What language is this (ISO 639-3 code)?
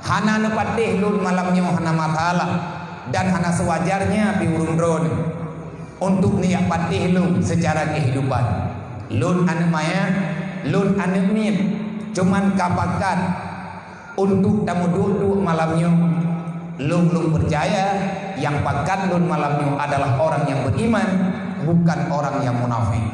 ace